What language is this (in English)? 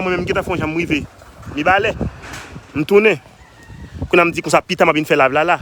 Haitian Creole